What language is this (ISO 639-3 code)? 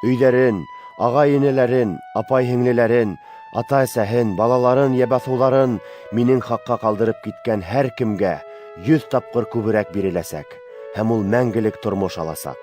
bak